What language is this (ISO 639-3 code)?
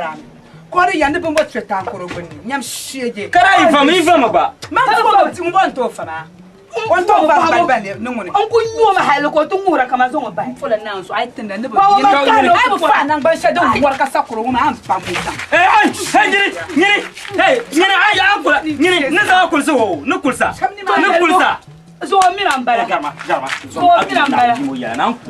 dag